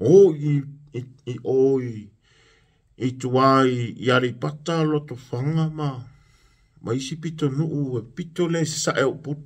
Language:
Samoan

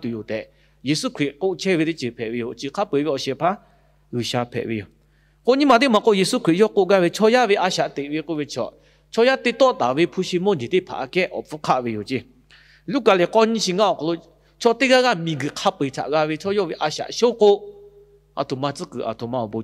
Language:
Lahu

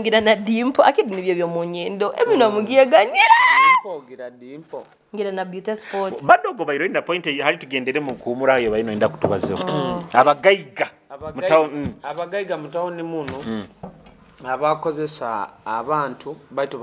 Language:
Nyoro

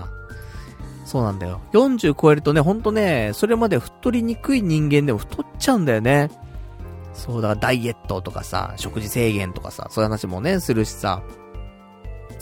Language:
Japanese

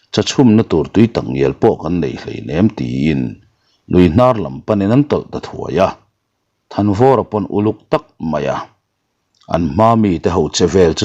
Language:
Mizo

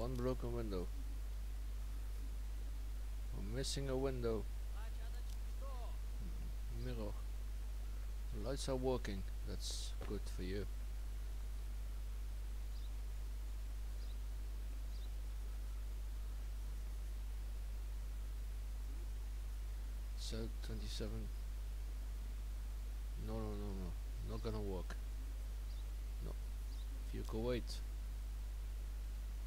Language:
English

